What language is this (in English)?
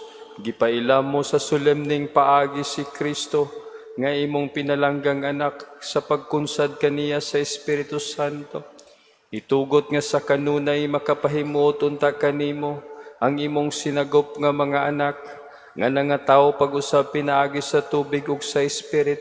Cebuano